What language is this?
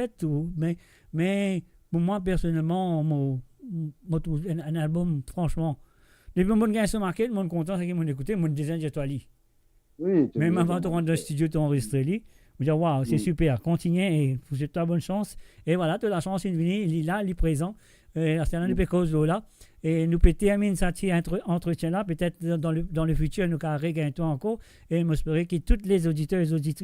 Morisyen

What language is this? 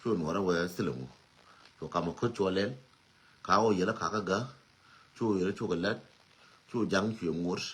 Nuer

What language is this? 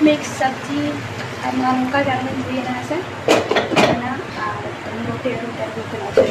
Santali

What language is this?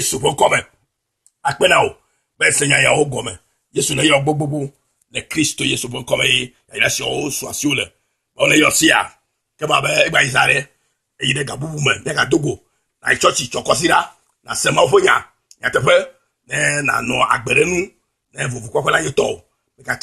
Ewe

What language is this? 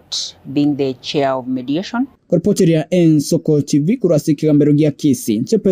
Gusii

